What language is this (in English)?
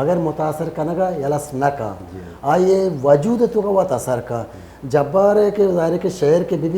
Baluchi